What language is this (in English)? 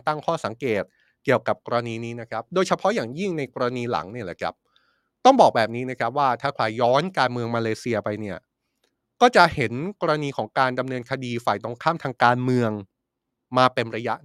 Thai